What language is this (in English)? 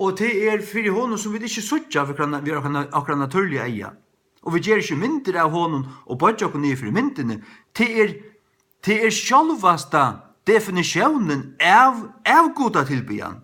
Faroese